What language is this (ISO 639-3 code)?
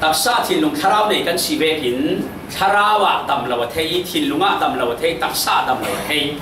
cfm